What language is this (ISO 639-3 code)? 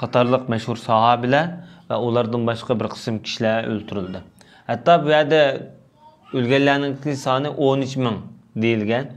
uig